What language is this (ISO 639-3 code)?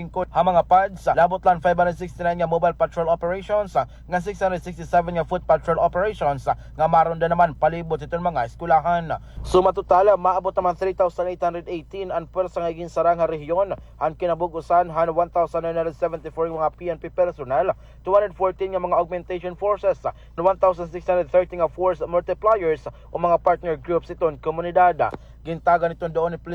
war